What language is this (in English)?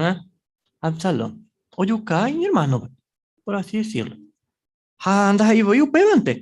Guarani